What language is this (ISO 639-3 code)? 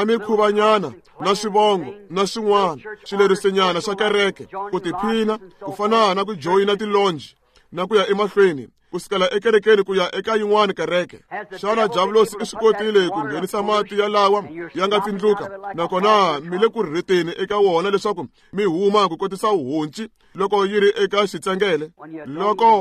tso